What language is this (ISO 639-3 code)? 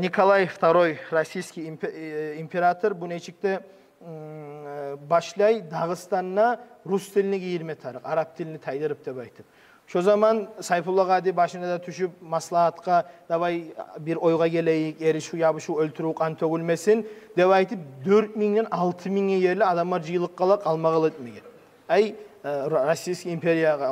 kum